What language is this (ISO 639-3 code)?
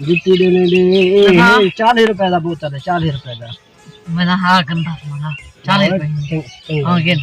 skr